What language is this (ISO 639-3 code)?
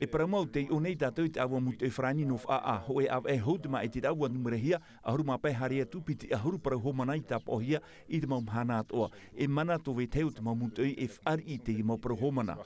tah